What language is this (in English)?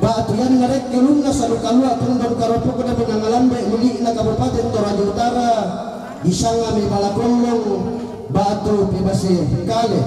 Toraja-Sa'dan